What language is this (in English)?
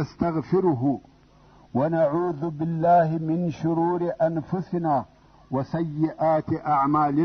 Pashto